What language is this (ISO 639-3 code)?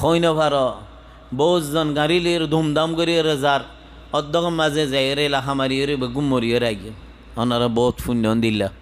rhg